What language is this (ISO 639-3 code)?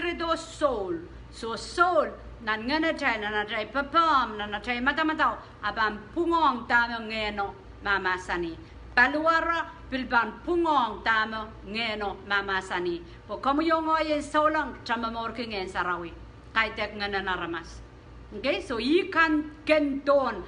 pon